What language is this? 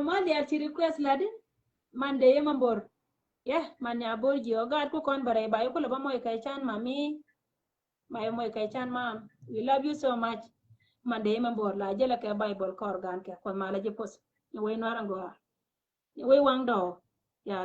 Nuer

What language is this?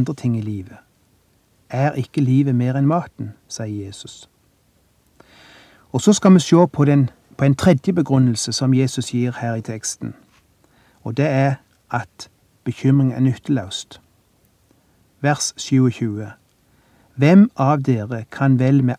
Norwegian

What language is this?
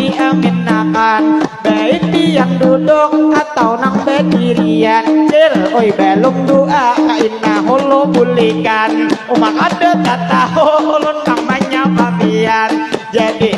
Banjar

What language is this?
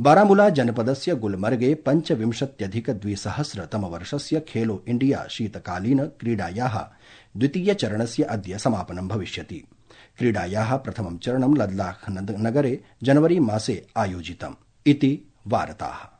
Sanskrit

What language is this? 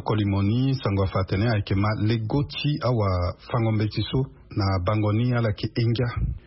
Sango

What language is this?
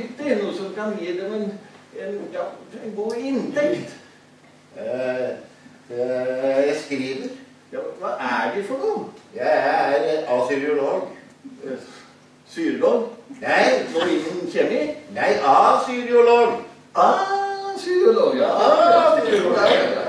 Norwegian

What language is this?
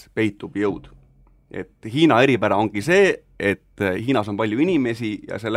Estonian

